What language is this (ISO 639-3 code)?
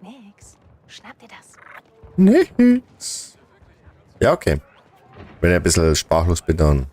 bar